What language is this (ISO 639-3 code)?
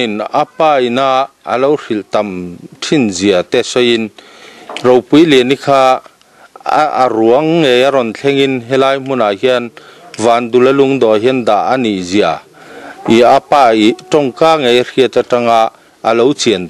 lus